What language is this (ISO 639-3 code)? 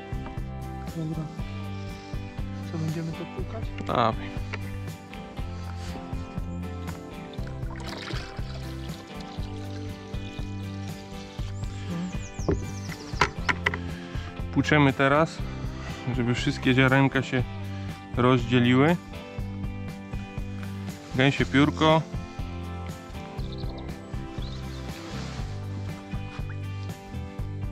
pol